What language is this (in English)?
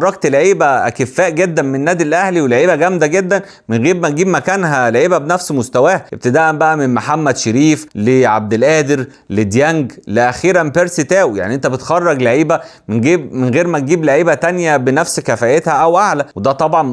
Egyptian Arabic